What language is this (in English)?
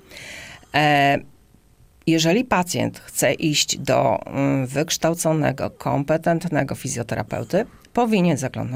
Polish